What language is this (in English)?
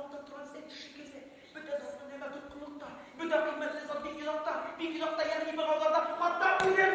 Bashkir